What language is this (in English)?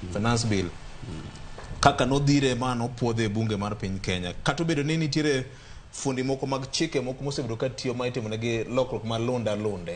Luo (Kenya and Tanzania)